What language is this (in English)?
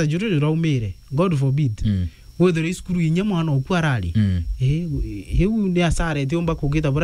Meru